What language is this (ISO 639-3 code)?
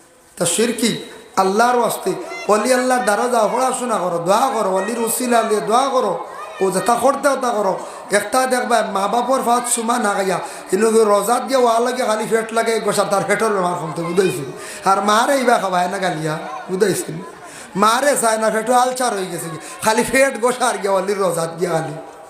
syl